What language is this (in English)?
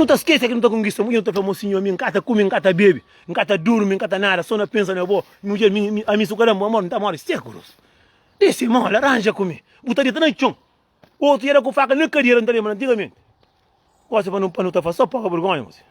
Kabuverdianu